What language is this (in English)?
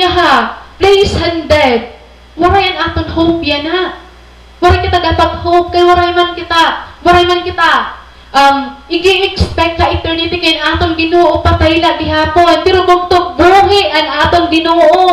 Waray